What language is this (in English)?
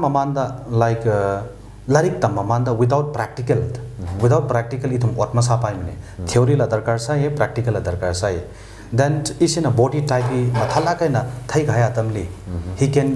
Tangkhul Naga (India)